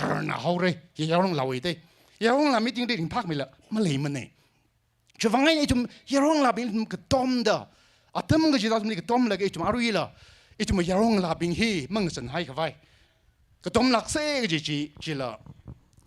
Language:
Tangkhul Naga (India)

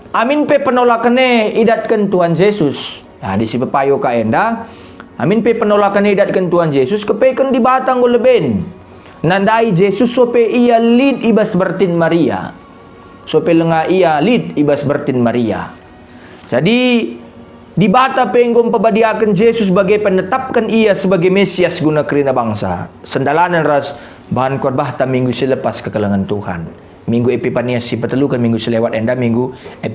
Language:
Batak Karo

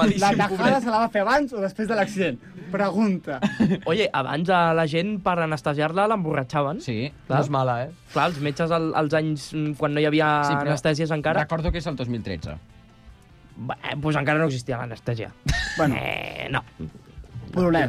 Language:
Catalan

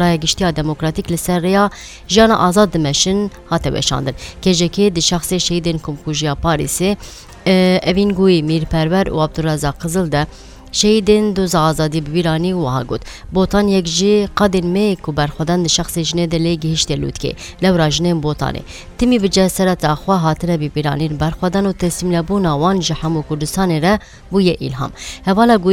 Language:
Kurdish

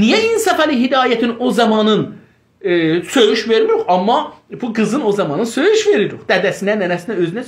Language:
South Azerbaijani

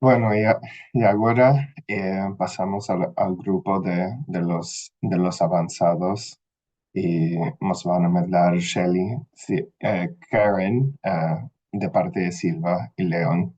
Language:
Ladino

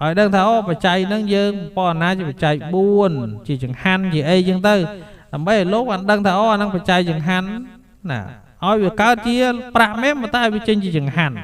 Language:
Khmer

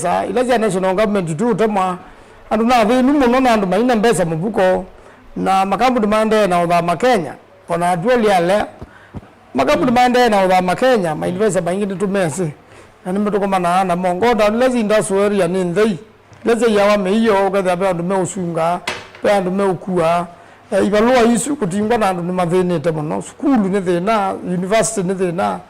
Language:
Kamba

